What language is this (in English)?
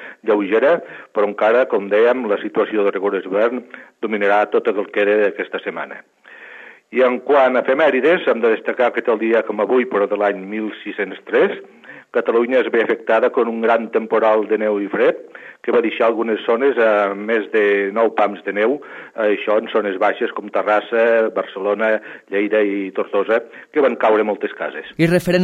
Catalan